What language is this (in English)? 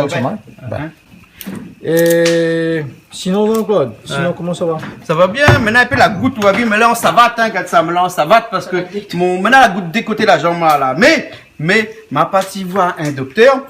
Réunion Creole French